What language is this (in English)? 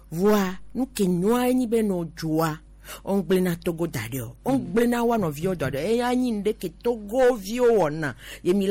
Gen